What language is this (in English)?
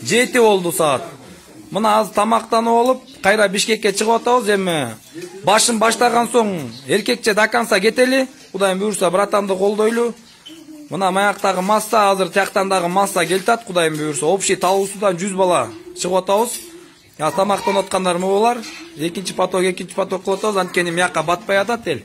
Kyrgyz